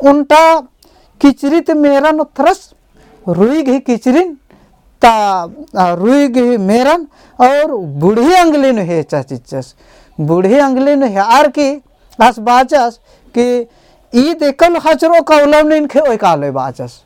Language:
Kurukh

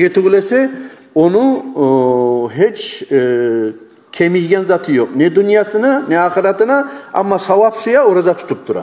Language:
Kumyk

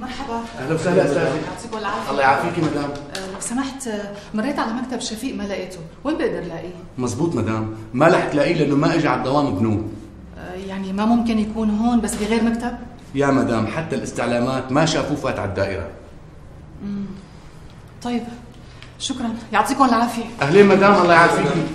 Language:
North Levantine Arabic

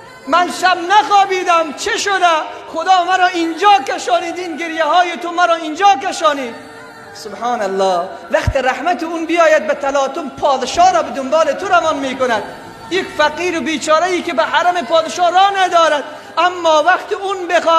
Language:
Persian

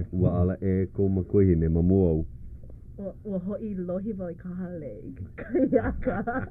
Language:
Hawaiian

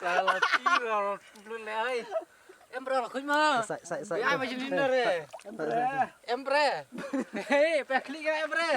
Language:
Khasi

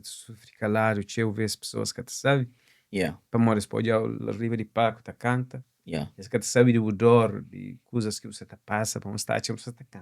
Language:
Kabuverdianu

